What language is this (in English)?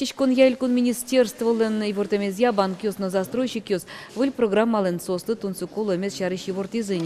Udmurt